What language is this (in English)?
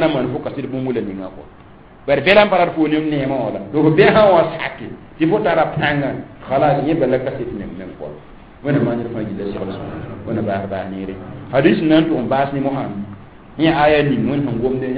Mossi